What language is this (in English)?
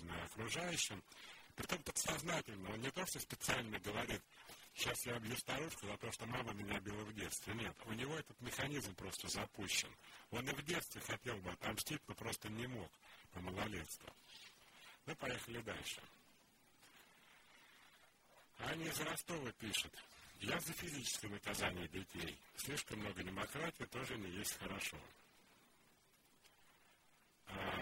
Russian